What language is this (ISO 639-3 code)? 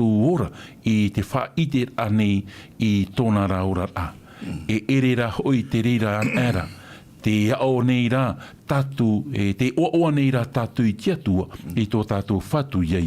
tah